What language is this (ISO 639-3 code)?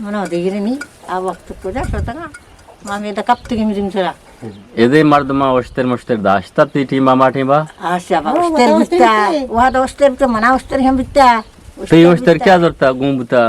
bgp